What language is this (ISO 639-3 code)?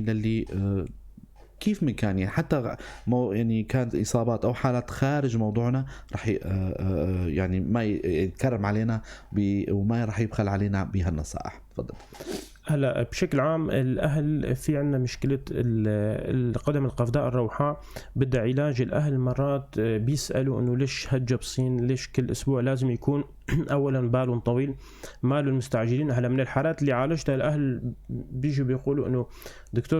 apc